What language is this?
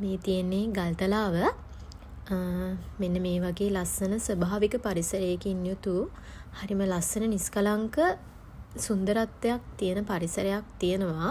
Sinhala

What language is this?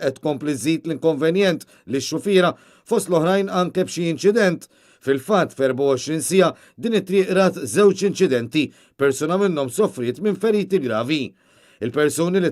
Maltese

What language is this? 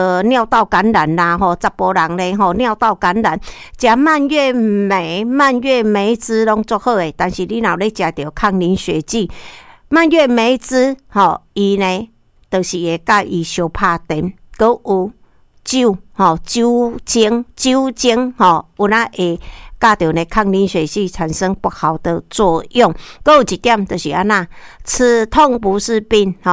Min Nan Chinese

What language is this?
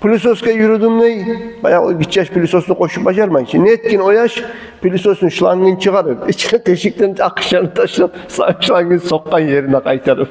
Kumyk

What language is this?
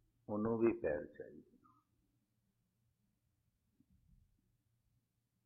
Punjabi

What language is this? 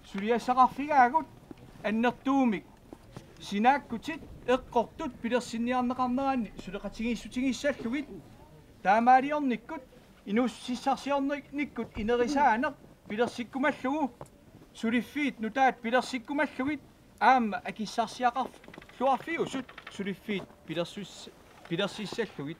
Kalaallisut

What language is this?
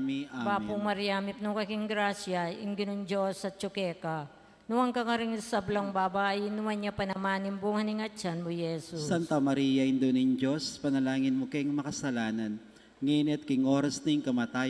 Pampanga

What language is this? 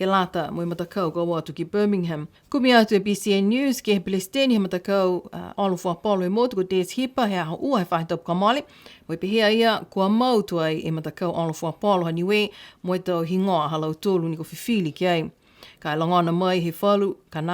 Niuean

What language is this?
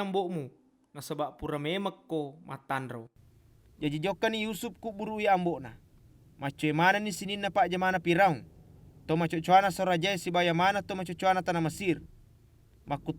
Buginese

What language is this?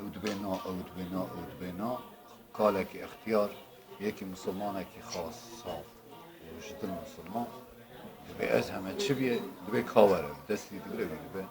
Kurdish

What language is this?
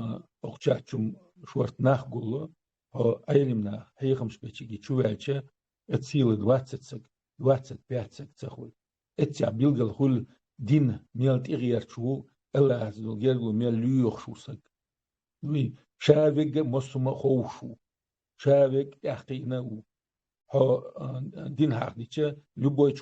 Chechen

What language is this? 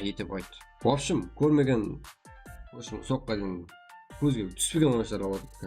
Kara-Kalpak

